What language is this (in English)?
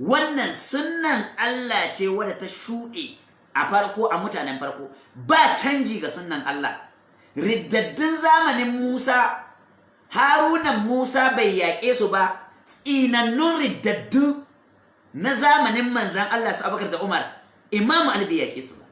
Hausa